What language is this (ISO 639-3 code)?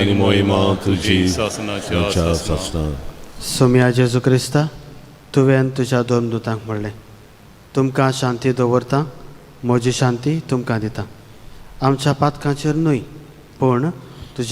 kok